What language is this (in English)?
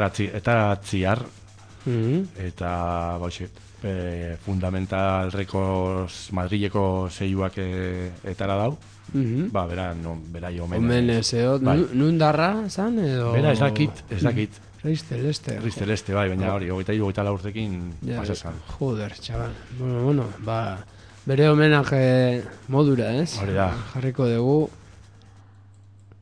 Basque